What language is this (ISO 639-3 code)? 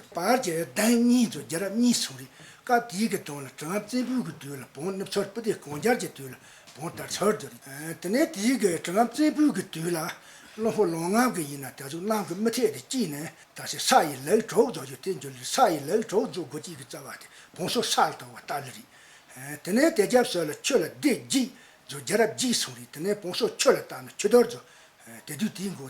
bod